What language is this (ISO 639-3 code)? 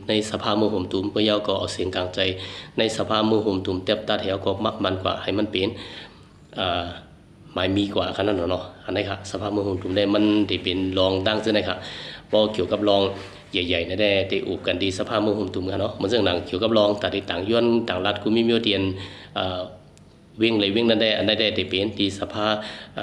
shn